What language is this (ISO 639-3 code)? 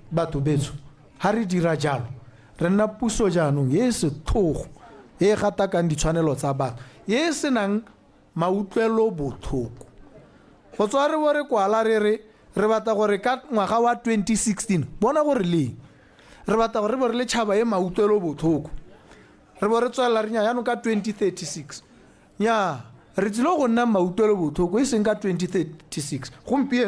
tsn